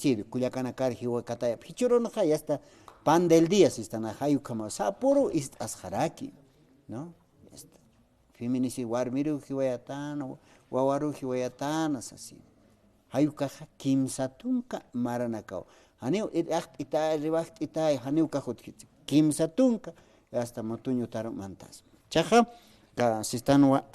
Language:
Aymara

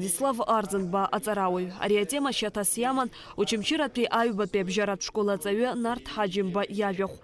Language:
Abkhazian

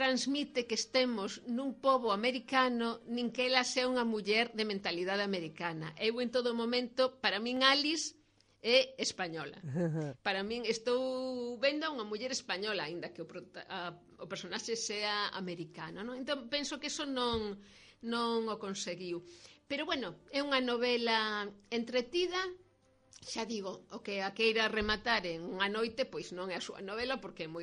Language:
Galician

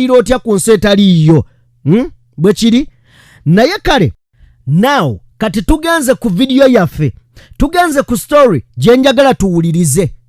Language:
Ganda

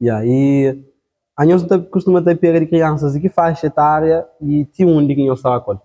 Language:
Kabuverdianu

